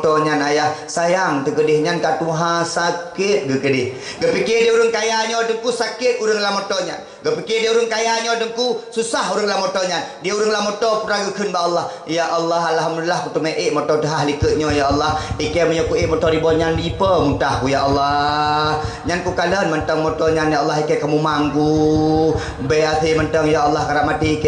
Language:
Achinese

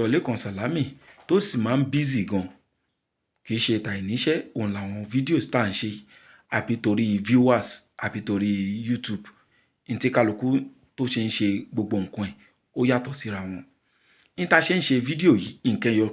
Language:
Yoruba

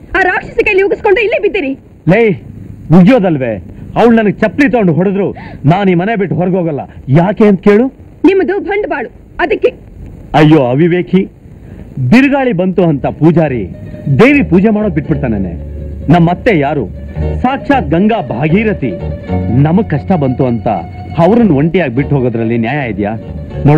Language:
Kannada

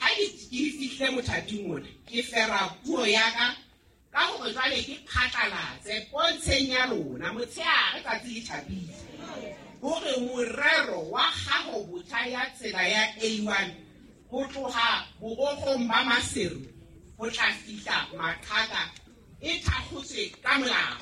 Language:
Southern Sotho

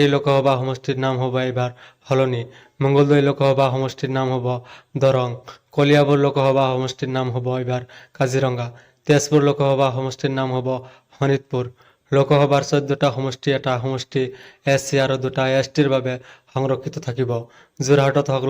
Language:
Assamese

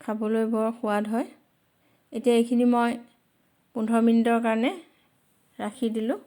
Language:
Assamese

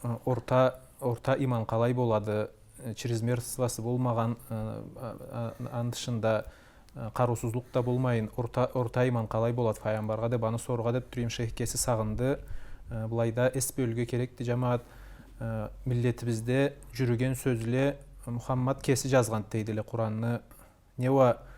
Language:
Karachay-Balkar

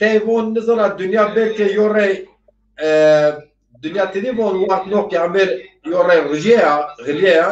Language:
Zaza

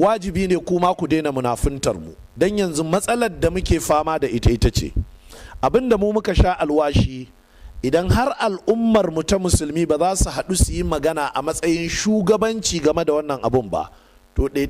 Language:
Hausa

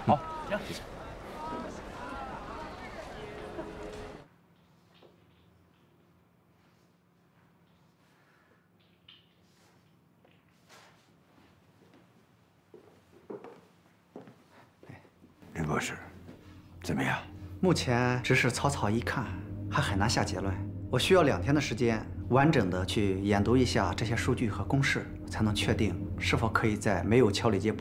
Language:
Chinese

